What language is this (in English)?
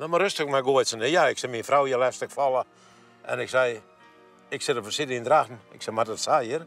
Western Frisian